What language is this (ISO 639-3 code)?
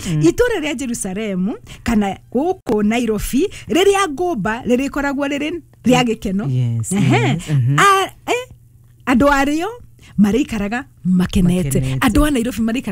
kik